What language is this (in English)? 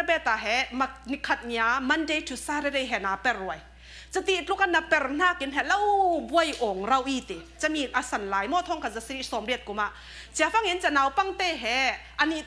Falam Chin